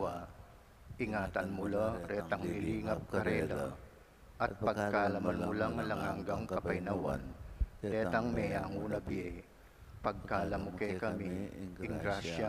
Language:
Pampanga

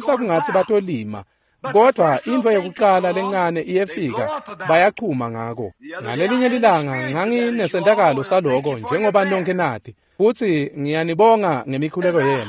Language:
Swati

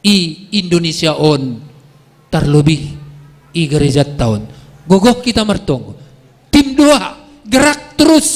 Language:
Batak Simalungun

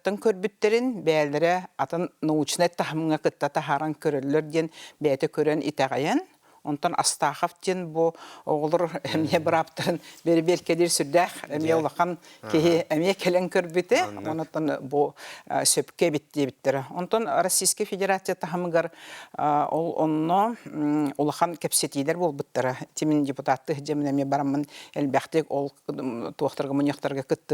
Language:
Yakut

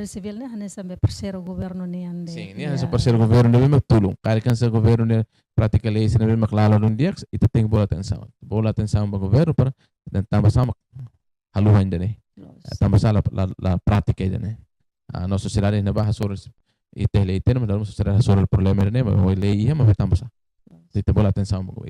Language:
Tetum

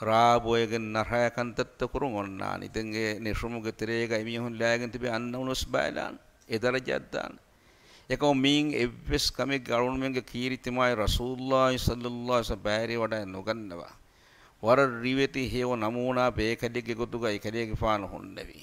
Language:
Divehi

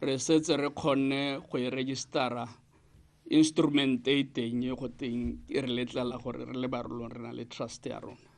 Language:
Tswana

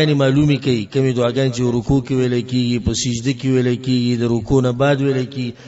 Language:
Pashto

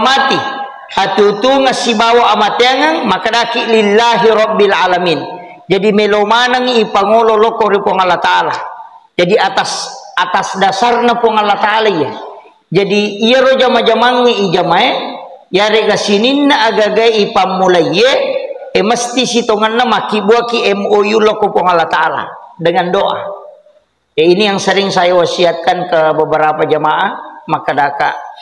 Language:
Buginese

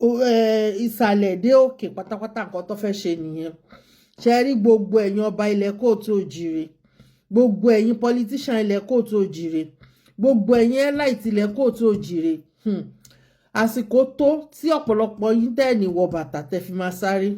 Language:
Yoruba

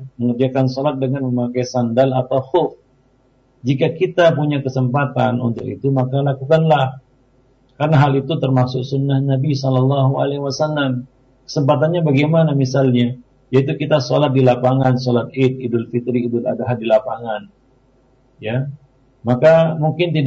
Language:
Indonesian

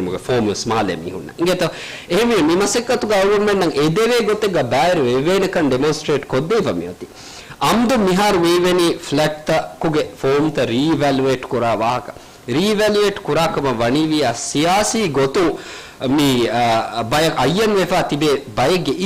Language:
Divehi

